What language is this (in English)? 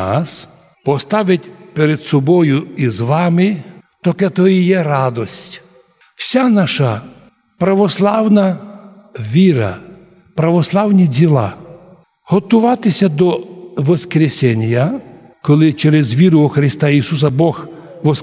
Rusyn